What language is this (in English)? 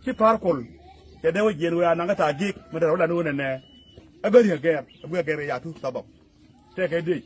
Nuer